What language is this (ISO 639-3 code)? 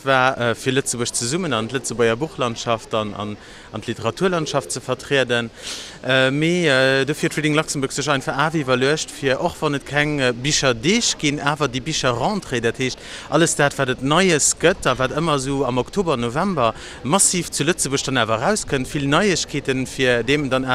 ltz